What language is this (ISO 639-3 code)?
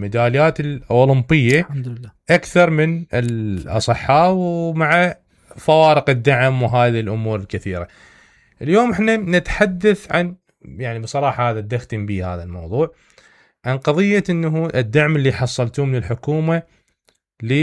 acm